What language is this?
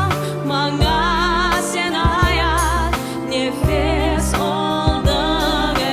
Crimean Tatar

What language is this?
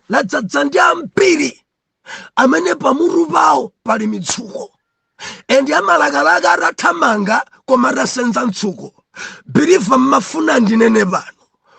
Nyanja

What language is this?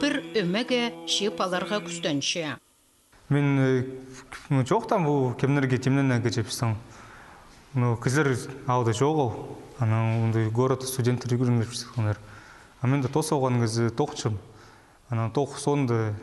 Khakas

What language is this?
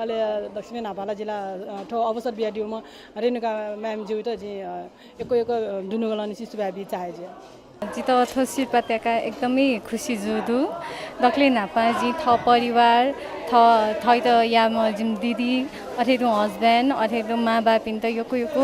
Newari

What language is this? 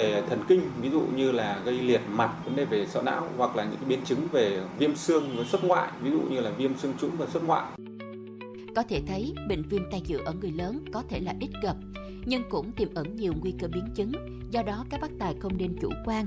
Vietnamese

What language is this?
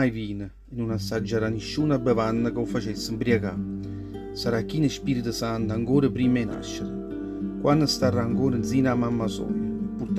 Neapolitan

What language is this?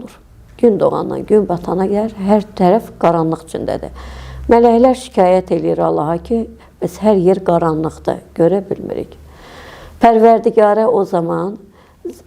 Azerbaijani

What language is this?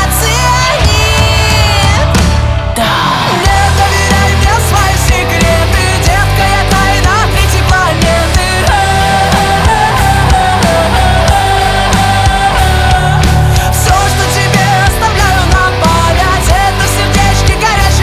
Russian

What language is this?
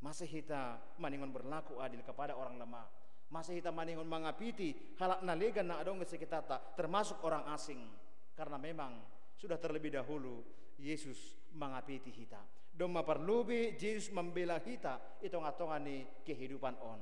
Batak Simalungun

